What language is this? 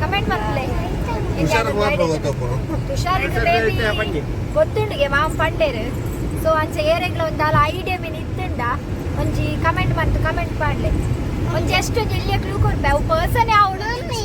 Tulu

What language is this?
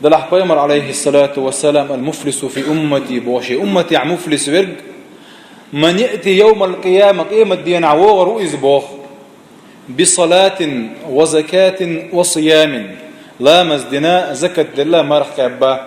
Chechen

